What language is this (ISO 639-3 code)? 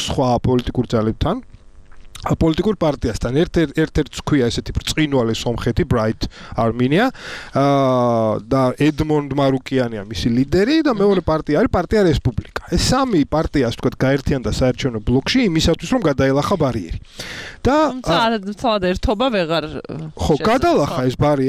kat